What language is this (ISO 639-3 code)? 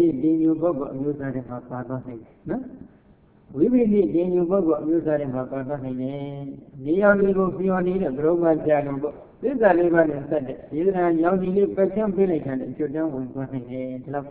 mya